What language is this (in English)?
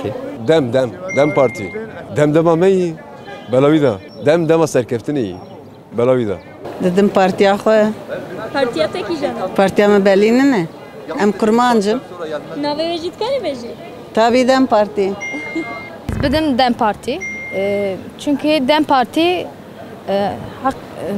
Kurdish